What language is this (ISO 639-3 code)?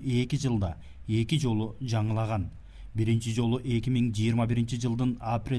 kir